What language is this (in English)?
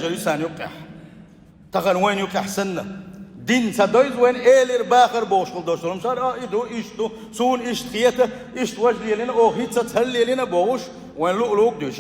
Chechen